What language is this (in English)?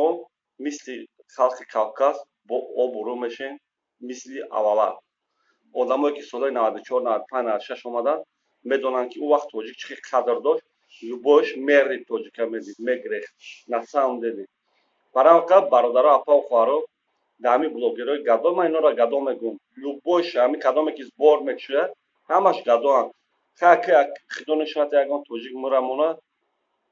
Tajik